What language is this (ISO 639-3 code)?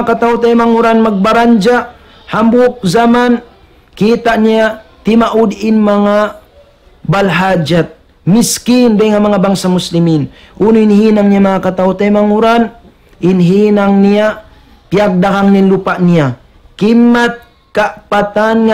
tsg